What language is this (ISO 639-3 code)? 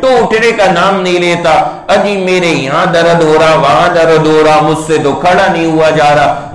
urd